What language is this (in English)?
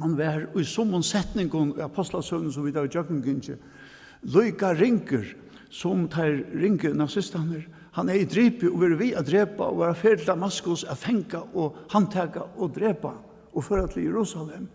Faroese